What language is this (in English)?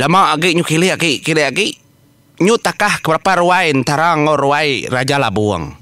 Iban